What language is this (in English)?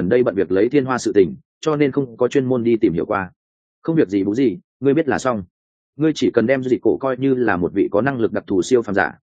Vietnamese